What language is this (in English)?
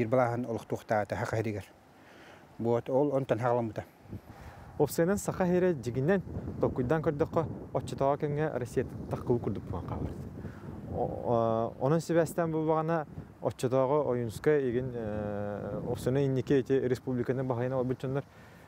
Yakut